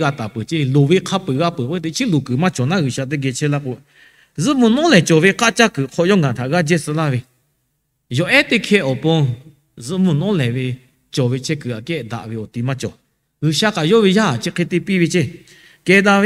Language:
Lahu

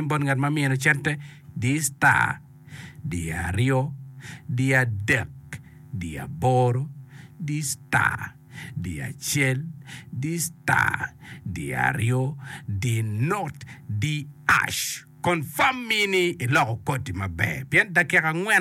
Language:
Acoli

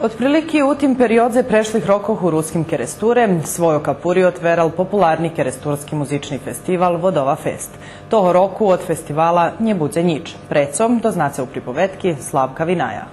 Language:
Rusyn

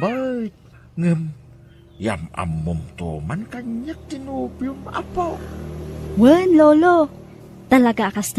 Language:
Iloko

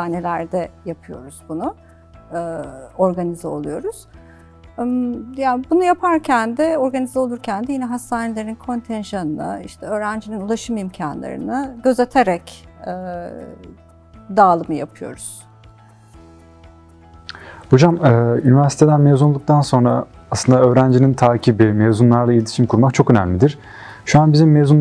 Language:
Turkish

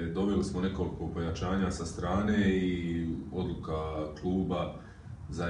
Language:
Croatian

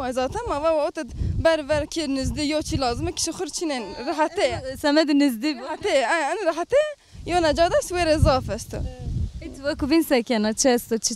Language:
Zaza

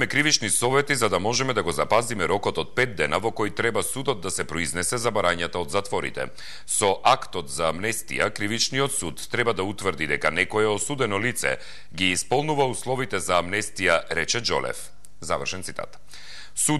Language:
Macedonian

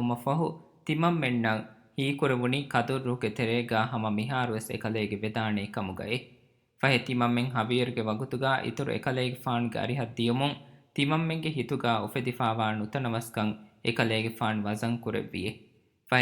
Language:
Divehi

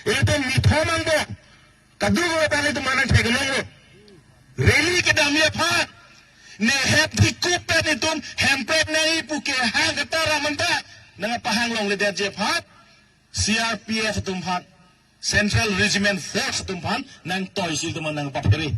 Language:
Karbi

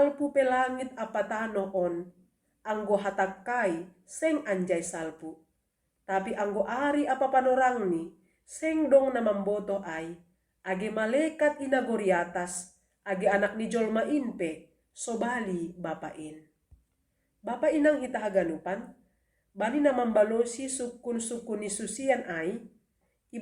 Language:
Batak Simalungun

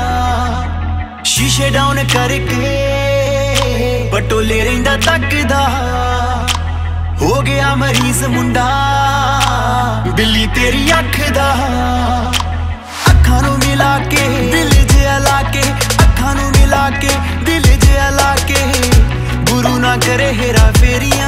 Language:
Punjabi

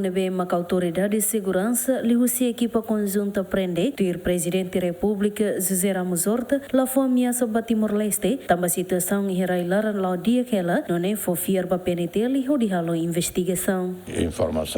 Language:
Tetum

